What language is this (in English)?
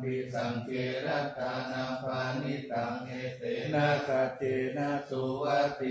Pali